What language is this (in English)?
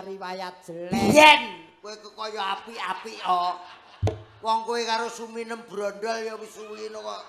Javanese